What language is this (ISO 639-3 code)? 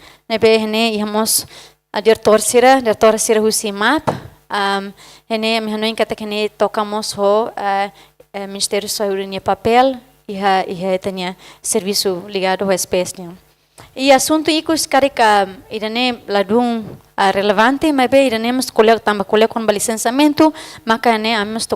tet